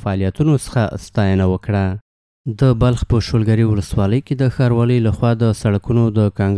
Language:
Pashto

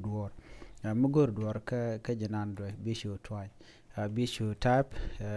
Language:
Nuer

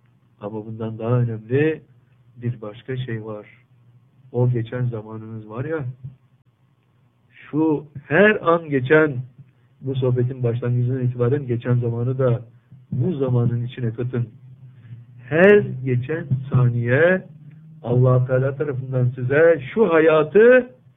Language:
Turkish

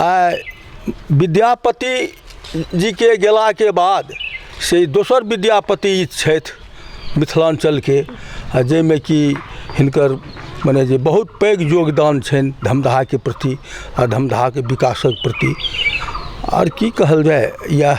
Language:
Maithili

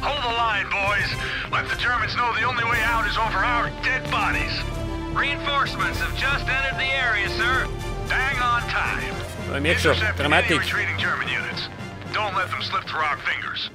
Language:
Bavarian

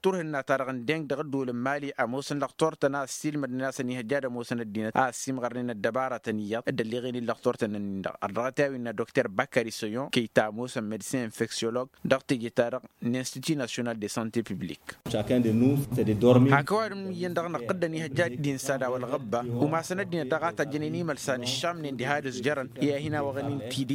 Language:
Tamasheq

